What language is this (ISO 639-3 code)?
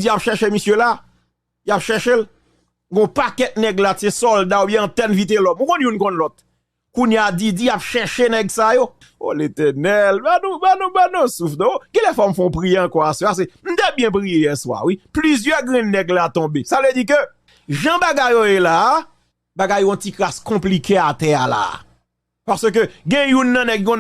hat